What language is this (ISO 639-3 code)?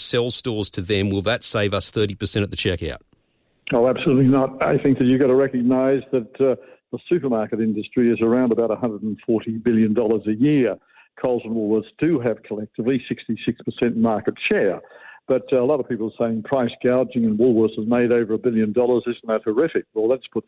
eng